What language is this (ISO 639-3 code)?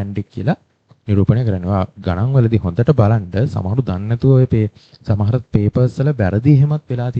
sin